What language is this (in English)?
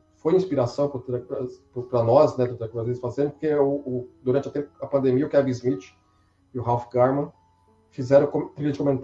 Portuguese